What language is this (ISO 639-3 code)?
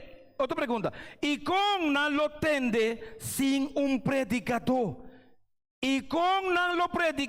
pap